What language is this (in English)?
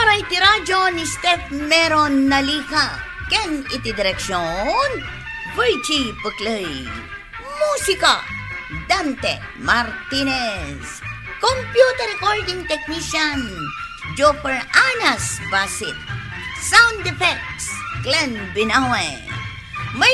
Iloko